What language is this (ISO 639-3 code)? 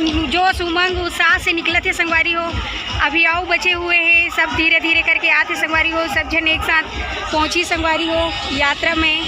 hne